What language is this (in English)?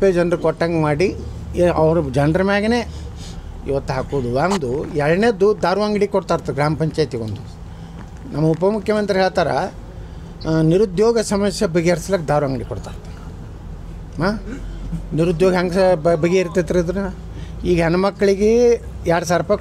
Kannada